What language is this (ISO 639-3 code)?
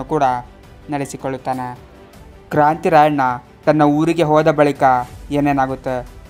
kan